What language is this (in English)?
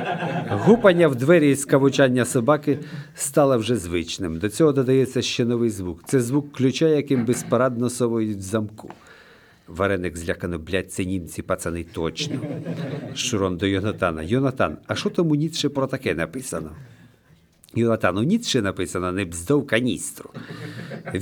Ukrainian